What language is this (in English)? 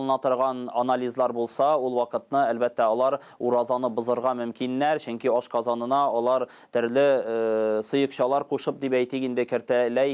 Tatar